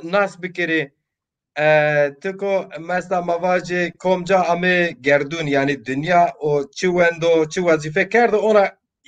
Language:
Zaza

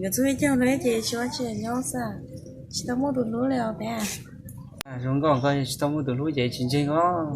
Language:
Hmong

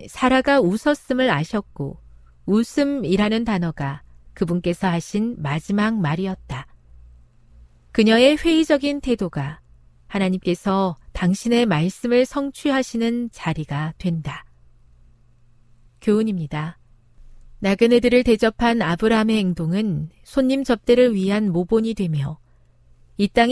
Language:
Korean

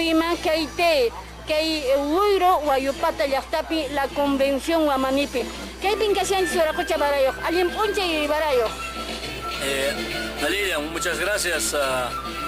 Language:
Quechua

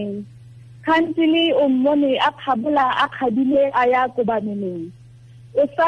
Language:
Tswana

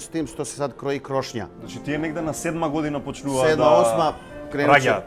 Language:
Bosnian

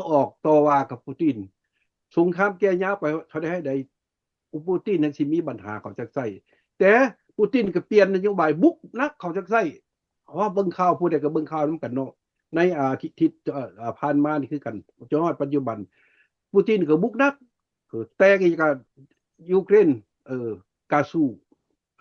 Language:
Lao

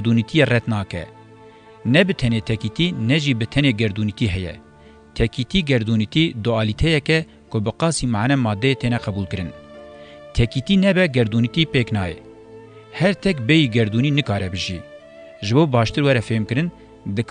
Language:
Kurdish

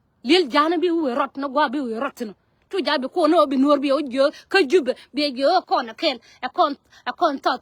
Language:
Nuer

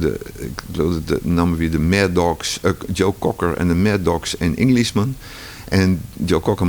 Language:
Western Frisian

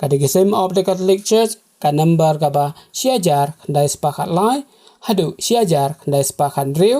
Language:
Khasi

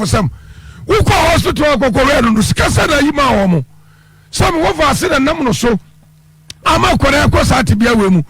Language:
Akan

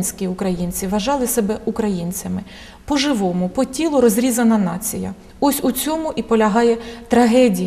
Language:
Ukrainian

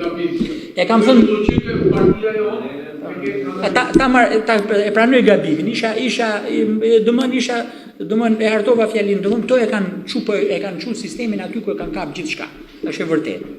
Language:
Albanian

